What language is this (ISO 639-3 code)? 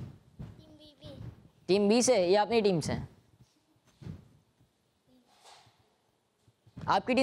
hin